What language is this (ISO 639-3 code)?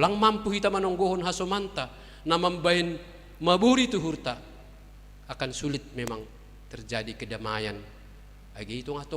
bts